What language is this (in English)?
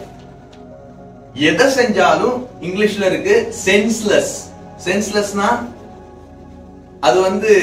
Tamil